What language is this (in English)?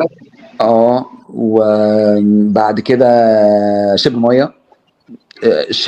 Egyptian Arabic